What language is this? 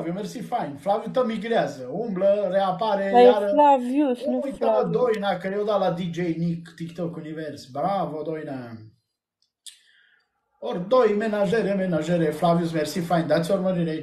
Romanian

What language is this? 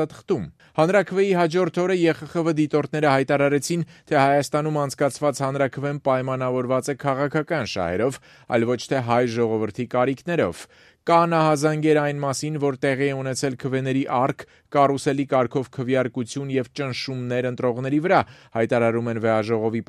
Armenian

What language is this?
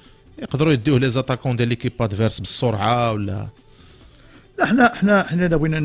Moroccan Arabic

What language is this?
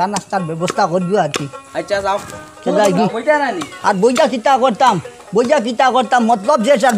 Sylheti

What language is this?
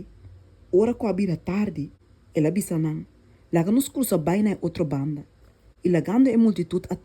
Papiamento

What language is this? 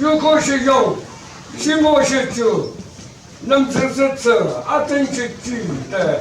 Yimchungru Naga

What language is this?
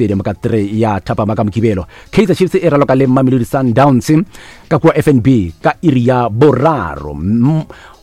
Northern Sotho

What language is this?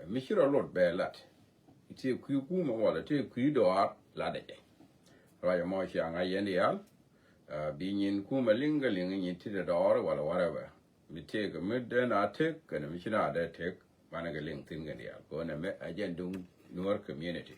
Nuer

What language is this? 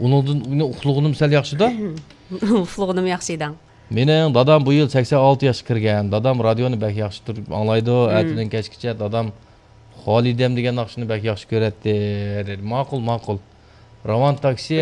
Uyghur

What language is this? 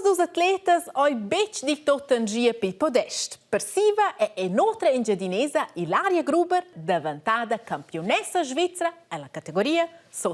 Romansh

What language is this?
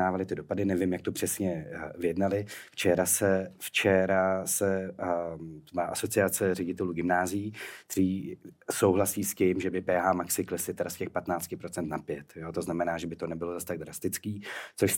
Czech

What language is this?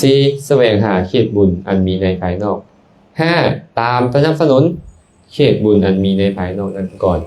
Lao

